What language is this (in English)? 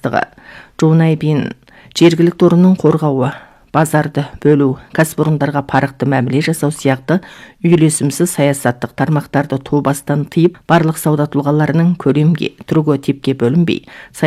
Kazakh